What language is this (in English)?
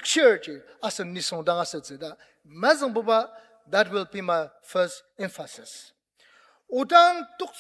Ao Naga